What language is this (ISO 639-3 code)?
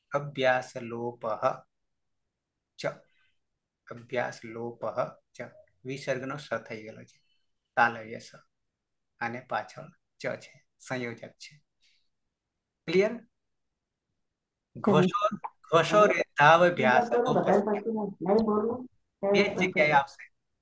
guj